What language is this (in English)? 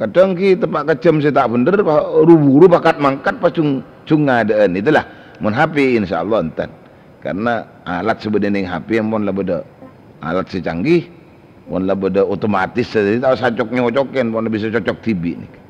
Madurese